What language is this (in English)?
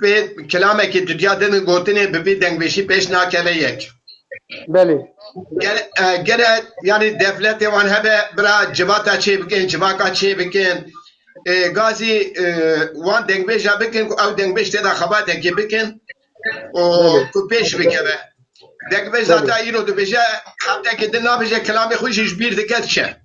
Kurdish